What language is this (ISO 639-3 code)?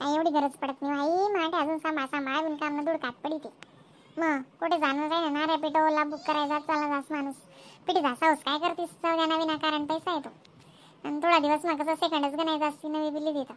khn